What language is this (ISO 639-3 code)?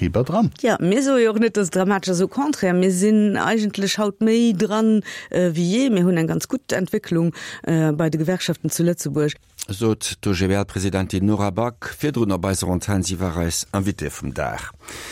ltz